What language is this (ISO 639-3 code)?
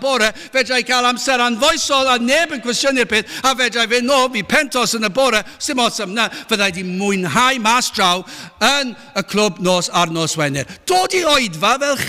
cym